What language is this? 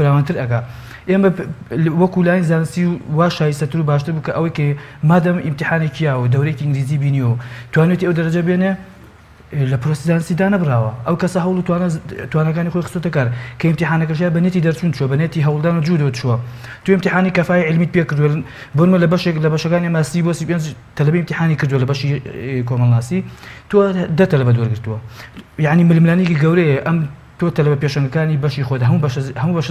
Central Kurdish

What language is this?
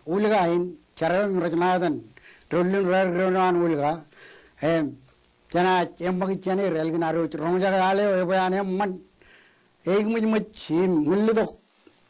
Marshallese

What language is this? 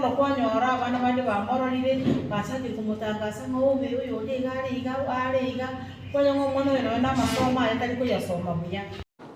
Gusii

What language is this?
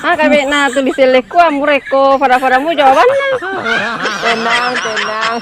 Buginese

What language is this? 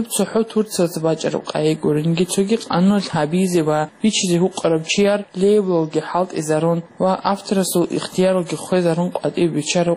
Avaric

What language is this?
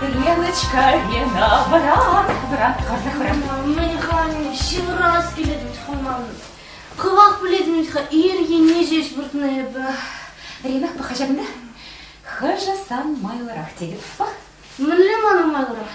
Chuvash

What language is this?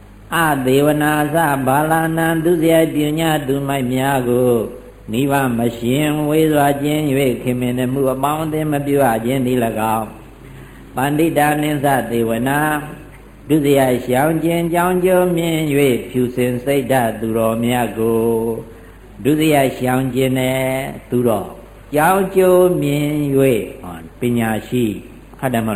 Burmese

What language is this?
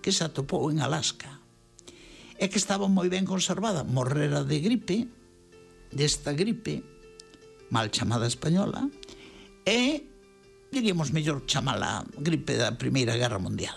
Galician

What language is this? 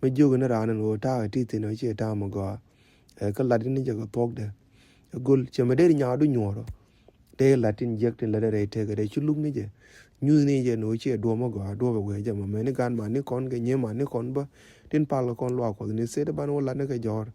Nuer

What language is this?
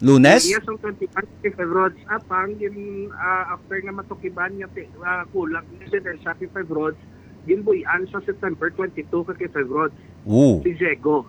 Hiligaynon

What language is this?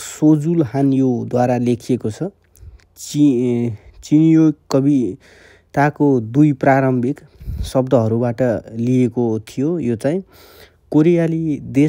Nepali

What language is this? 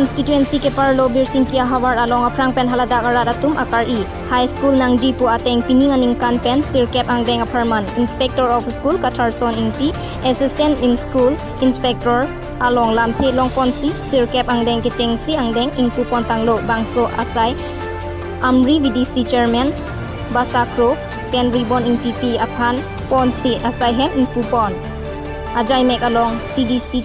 Karbi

